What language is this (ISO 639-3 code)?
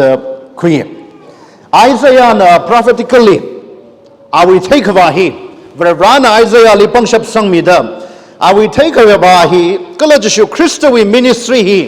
nmf